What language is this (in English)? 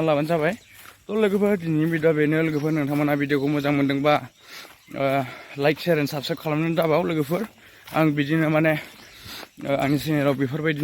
Bodo